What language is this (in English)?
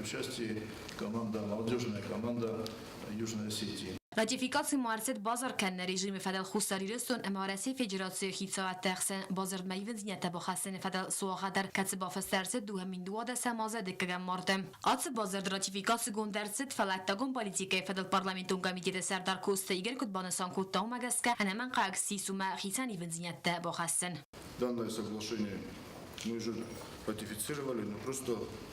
Ossetic